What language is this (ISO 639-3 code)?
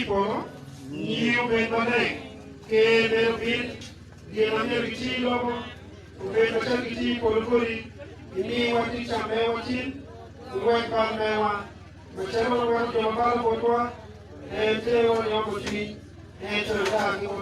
ach